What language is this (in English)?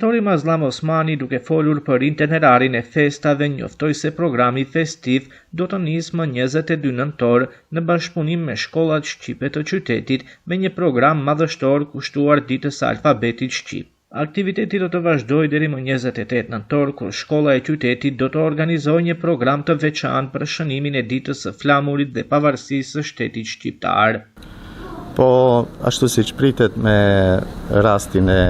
Albanian